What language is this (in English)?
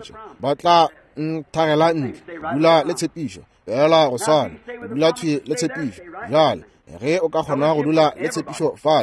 Northern Sotho